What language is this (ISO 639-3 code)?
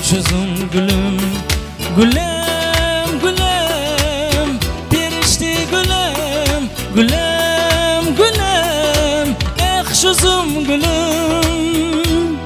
kaa